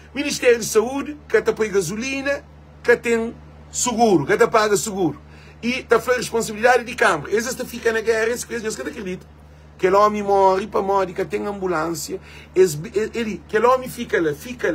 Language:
Kabuverdianu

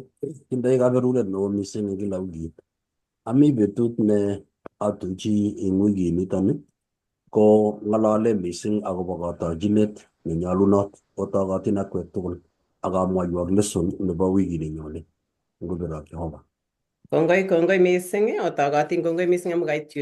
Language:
Kalenjin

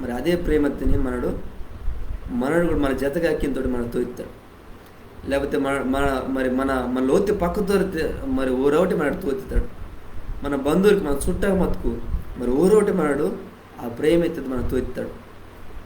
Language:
Koya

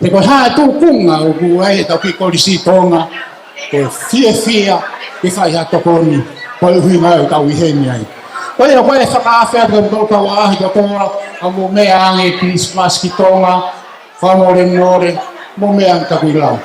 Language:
Tongan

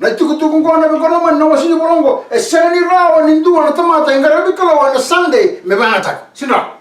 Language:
Fijian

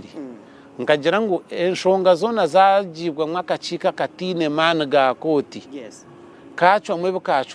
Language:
Nyankole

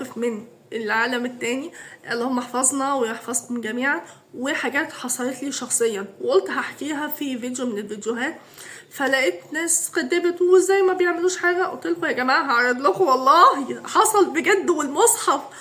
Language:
Egyptian Arabic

